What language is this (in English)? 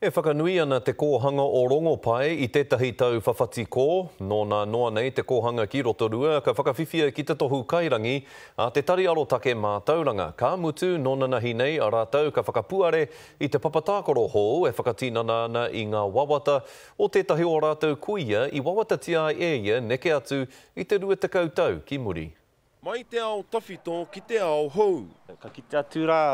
Māori